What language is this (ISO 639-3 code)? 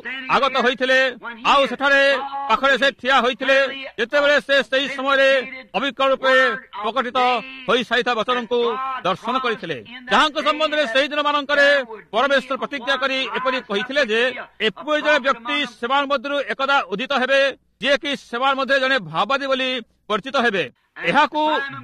ori